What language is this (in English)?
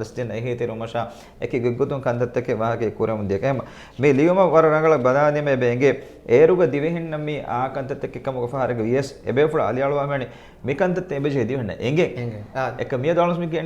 Divehi